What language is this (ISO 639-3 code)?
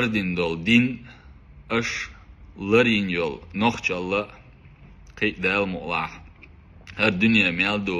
che